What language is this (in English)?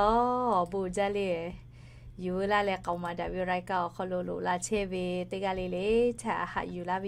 Lahu